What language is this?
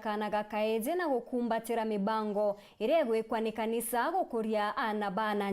Meru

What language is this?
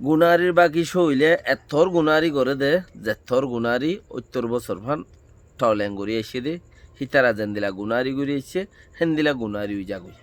Rohingya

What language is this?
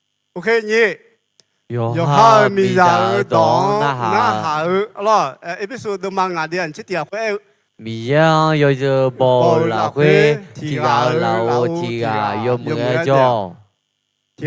Akha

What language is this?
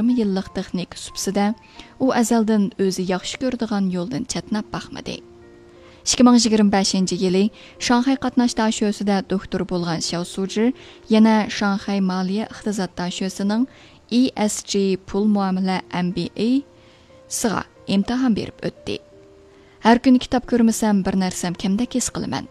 Uyghur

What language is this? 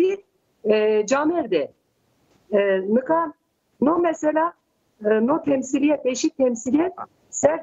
Zaza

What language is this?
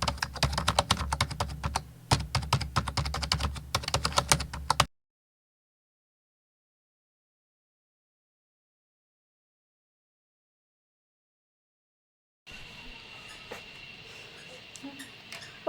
S'gaw Karen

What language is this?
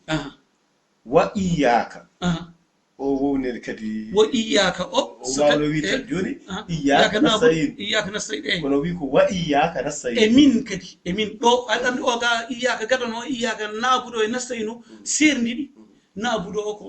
Fula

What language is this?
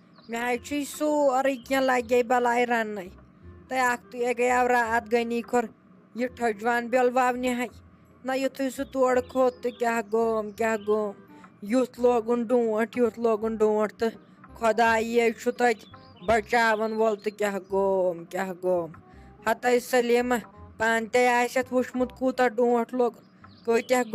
Kashmiri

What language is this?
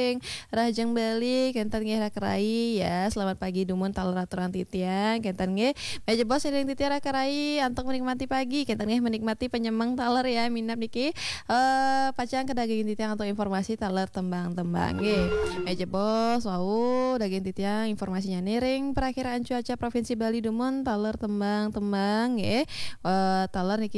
Balinese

